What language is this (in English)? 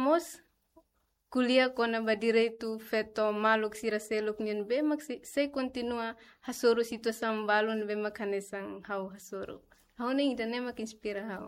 Tetum